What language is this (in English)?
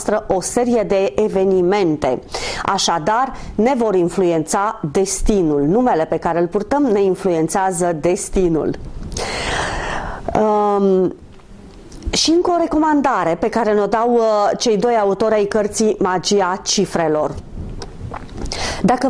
Romanian